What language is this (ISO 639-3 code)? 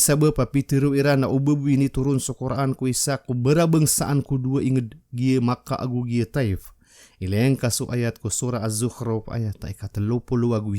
mrw